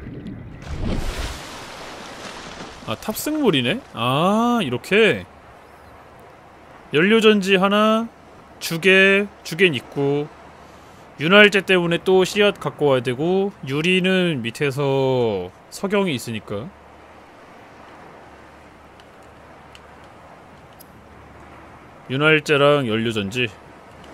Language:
Korean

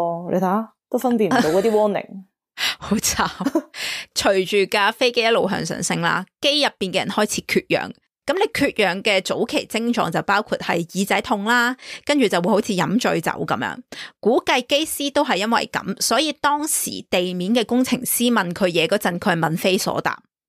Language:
Cantonese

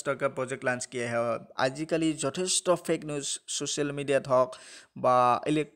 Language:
Assamese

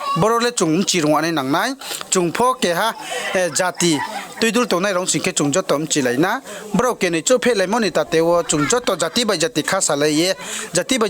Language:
Riang (India)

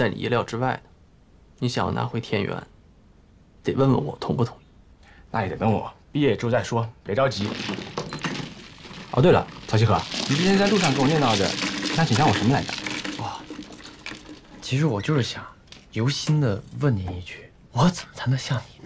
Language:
Chinese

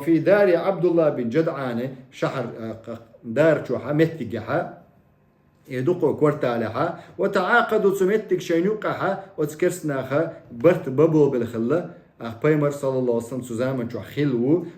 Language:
Chechen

